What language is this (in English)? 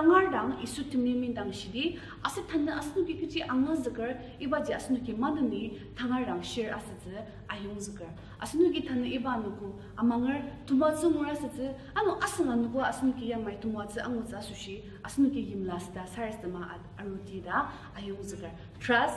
Ao Naga